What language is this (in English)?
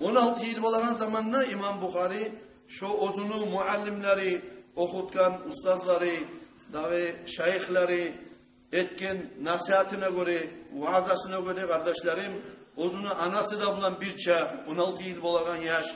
Kumyk